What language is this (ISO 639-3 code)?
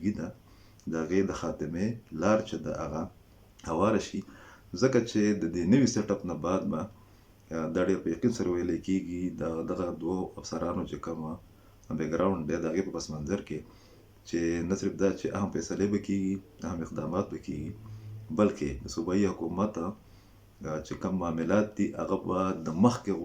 pus